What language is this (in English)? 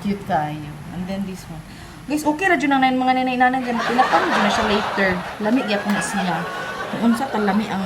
Cebuano